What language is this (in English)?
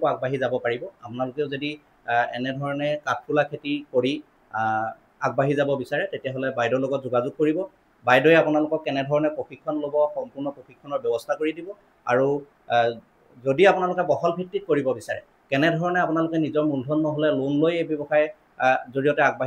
Assamese